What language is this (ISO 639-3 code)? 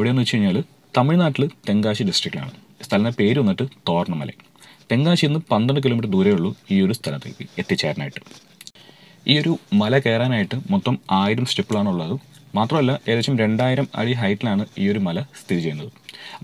mal